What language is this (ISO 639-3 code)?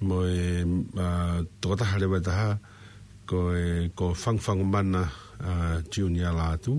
ton